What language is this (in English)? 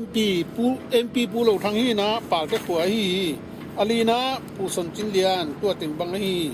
Tedim Chin